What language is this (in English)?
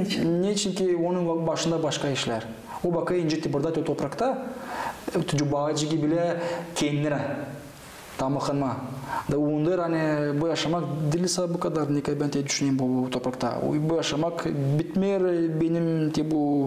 Gagauz